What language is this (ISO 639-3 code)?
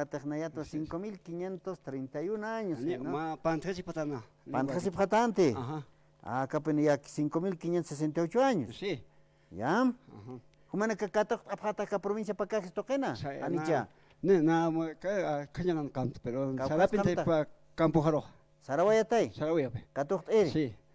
aym